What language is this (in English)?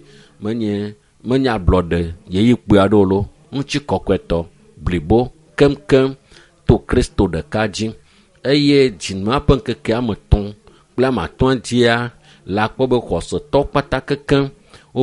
Ewe